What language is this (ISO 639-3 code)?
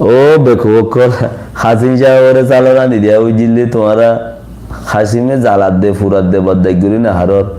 rhg